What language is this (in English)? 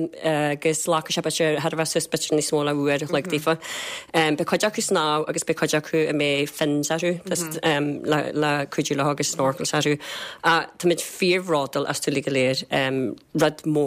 Irish